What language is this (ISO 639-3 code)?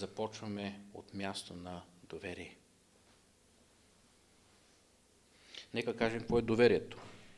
bul